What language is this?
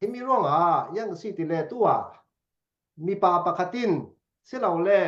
Falam Chin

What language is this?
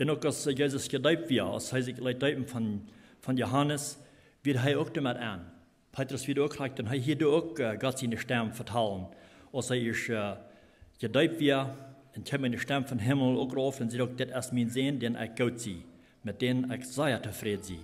Plautdietsch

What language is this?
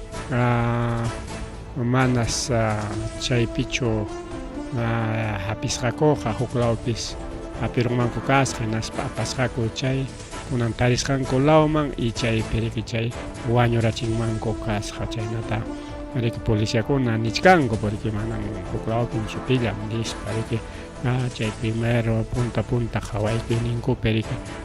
Ayacucho Quechua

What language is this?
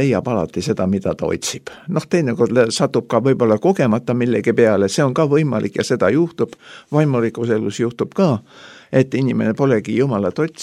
Estonian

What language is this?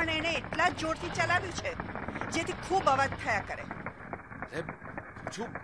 Gujarati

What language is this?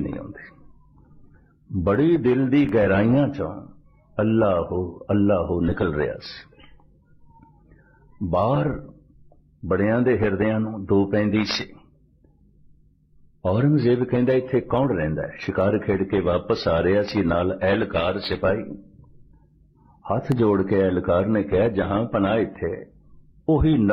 Punjabi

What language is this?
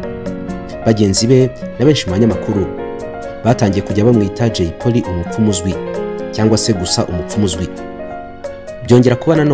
Kinyarwanda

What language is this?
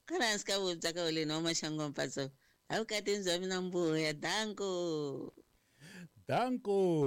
Tsonga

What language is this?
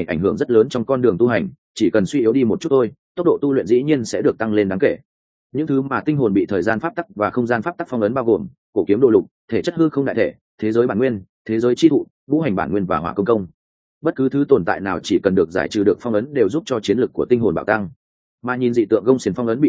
Vietnamese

